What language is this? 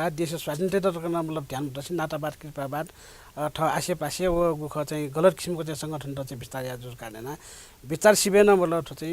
Newari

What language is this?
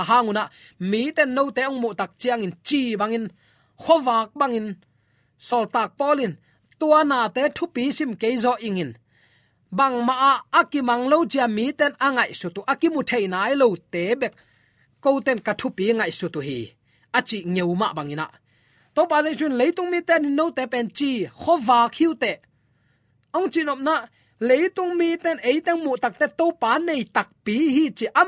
Tedim Chin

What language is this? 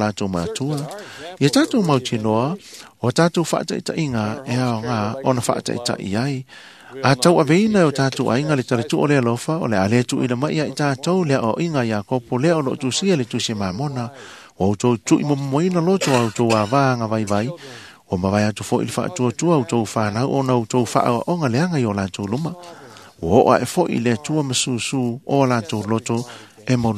Samoan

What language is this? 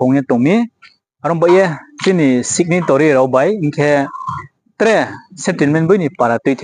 Riang (India)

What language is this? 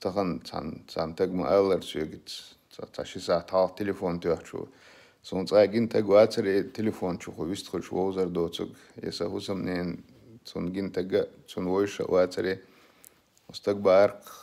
Chechen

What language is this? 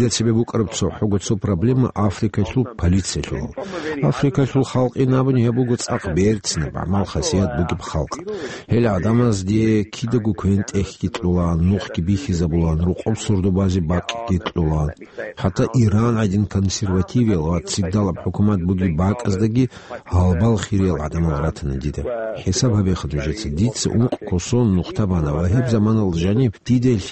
Avaric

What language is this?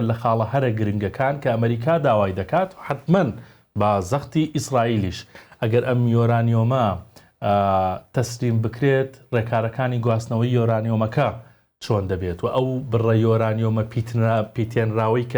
Central Kurdish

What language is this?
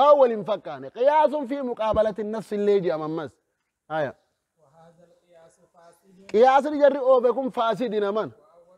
Oromo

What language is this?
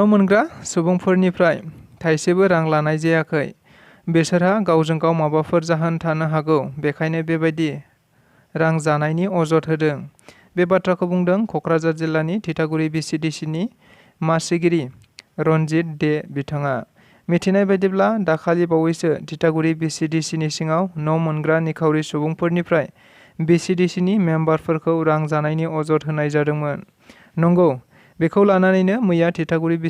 Bodo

